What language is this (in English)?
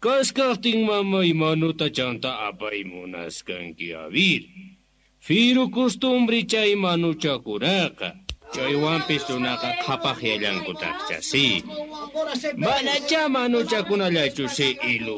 Quechua